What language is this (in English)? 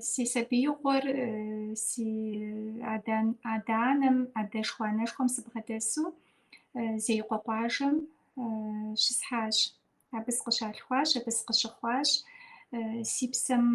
Kabardian